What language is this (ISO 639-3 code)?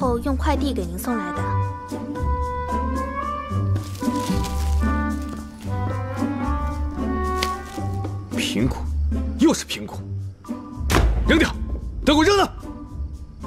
zho